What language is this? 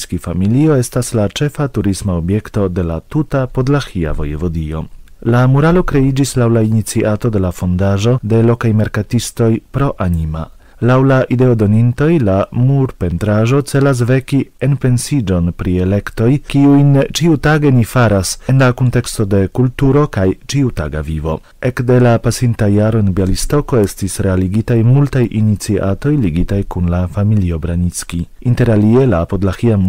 Esperanto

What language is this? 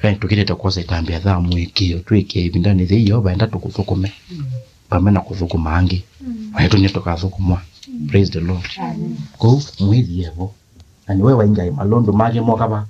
Kamba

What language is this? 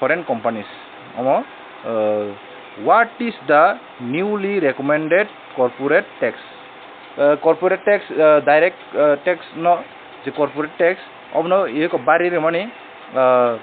Kok Borok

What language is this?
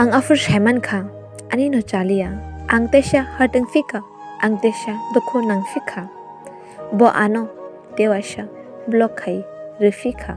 Kok Borok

